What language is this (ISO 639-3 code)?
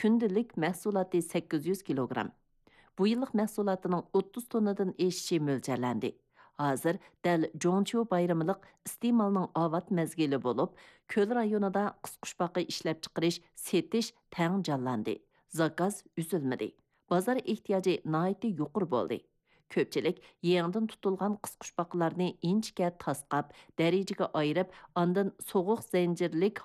uig